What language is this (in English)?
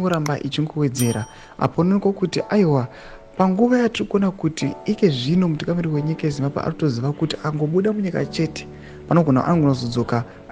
Shona